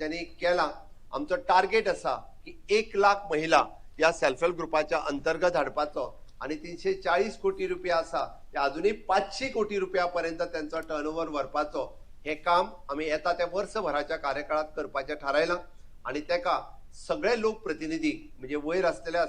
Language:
Konkani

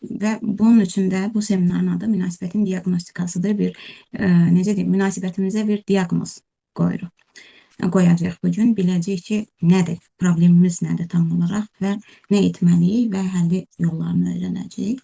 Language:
Azerbaijani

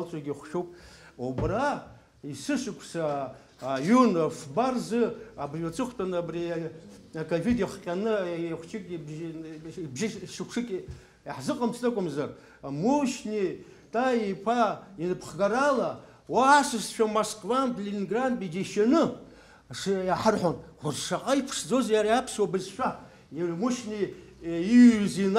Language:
Abkhazian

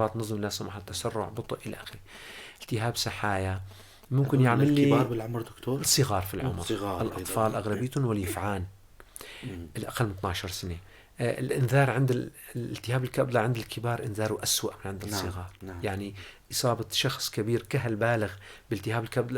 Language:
North Levantine Arabic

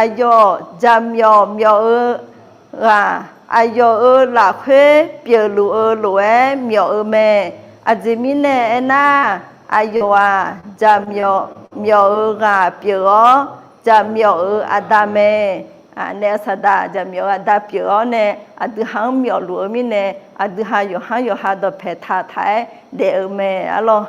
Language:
Akha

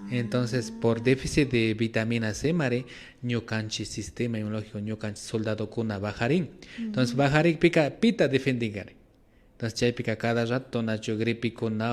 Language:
Imbabura Highland Quichua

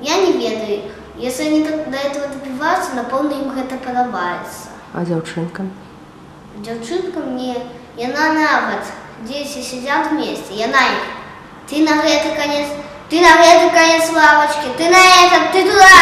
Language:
Belarusian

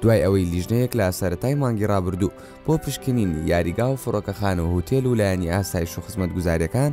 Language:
Central Kurdish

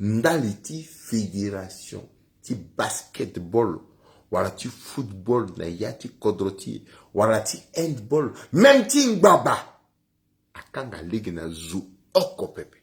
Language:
Sango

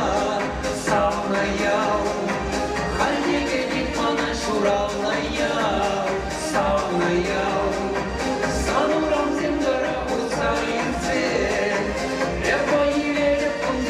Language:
Chuvash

